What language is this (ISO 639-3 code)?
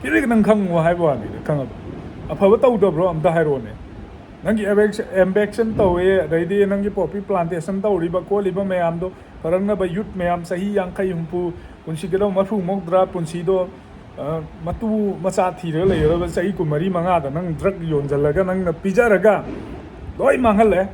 mni